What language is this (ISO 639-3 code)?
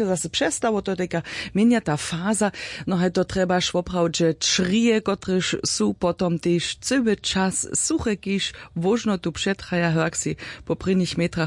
hsb